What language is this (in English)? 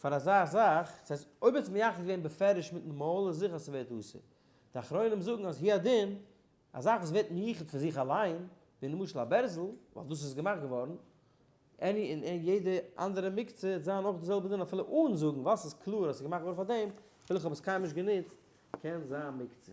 Yiddish